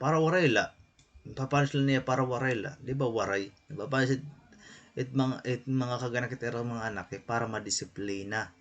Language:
Waray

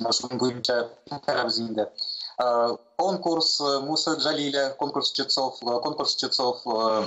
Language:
Tatar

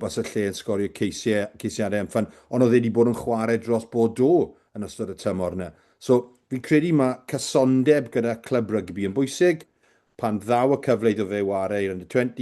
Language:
Welsh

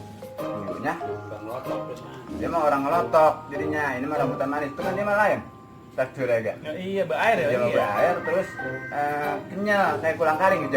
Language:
Betawi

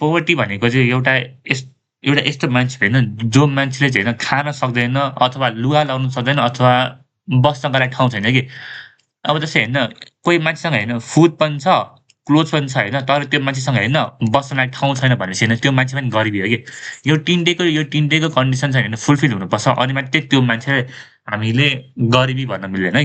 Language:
Nepali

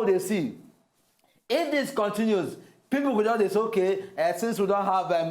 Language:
Nigerian Pidgin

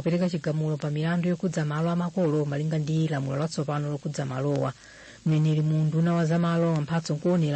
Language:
Nyanja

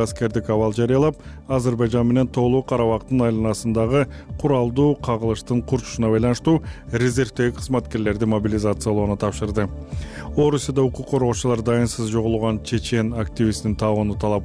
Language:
Kyrgyz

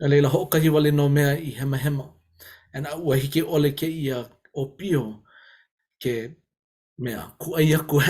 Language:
Hawaiian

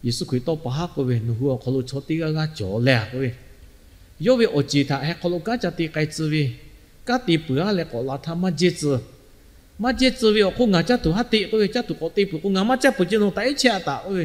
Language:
Lahu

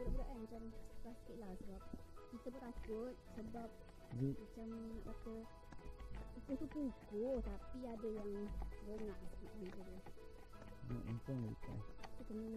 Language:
Malay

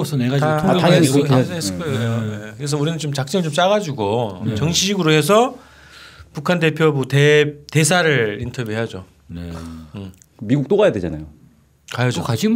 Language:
Korean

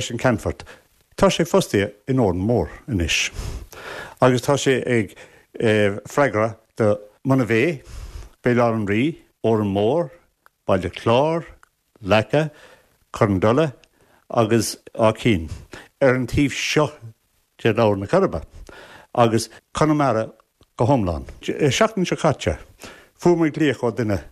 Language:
Irish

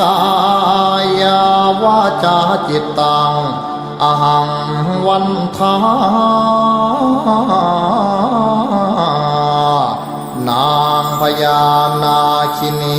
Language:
Pali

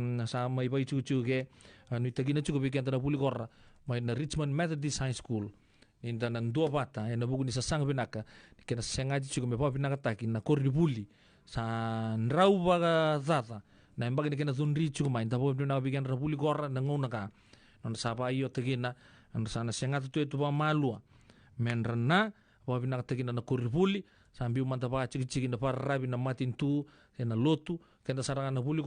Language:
Fijian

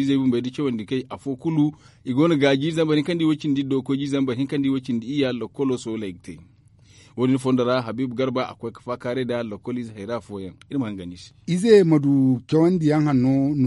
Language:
Zarma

